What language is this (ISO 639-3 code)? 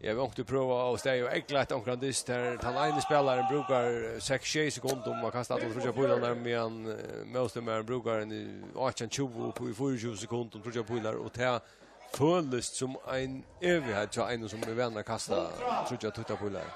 fao